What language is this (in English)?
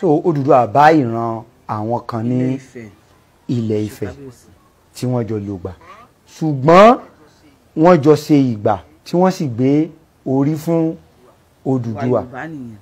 Yoruba